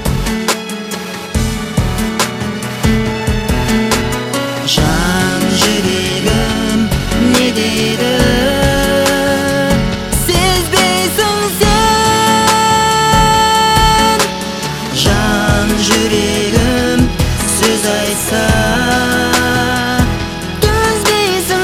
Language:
Kazakh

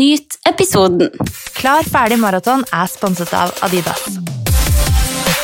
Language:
Norwegian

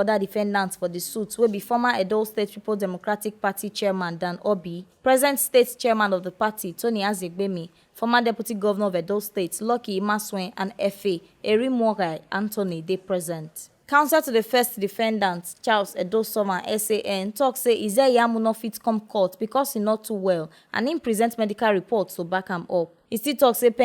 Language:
Nigerian Pidgin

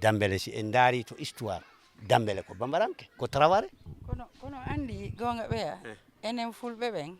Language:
Fula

